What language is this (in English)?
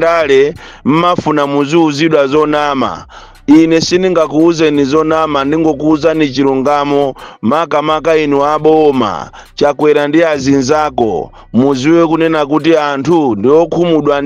Nyanja